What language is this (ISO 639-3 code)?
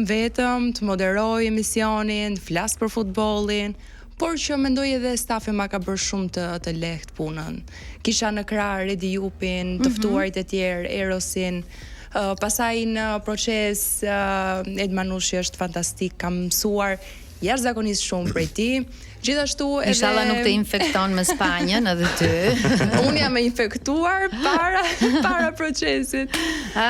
sqi